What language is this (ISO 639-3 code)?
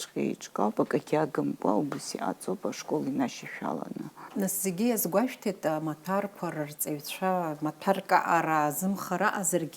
abk